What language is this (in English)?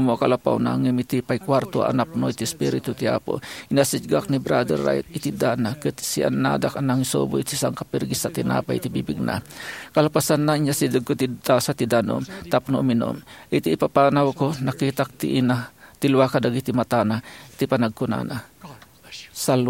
Iloko